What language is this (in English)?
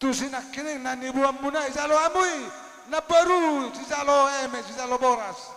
Batak Toba